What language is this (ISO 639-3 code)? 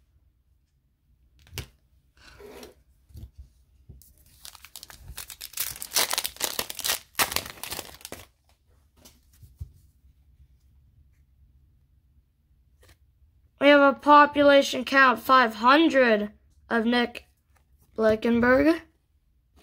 eng